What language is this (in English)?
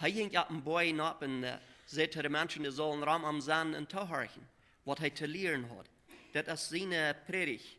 Plautdietsch